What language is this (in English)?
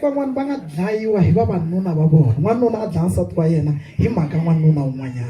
Tsonga